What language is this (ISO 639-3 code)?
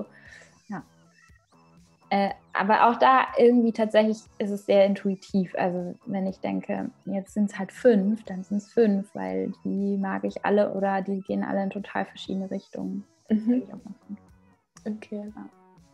deu